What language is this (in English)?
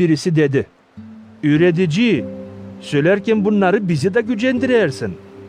Gagauz